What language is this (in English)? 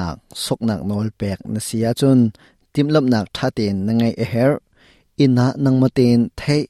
Hakha Chin